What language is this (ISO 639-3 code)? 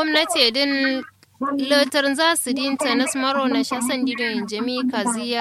kau